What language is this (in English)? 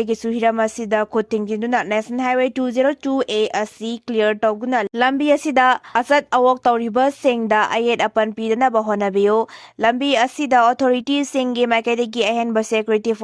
Manipuri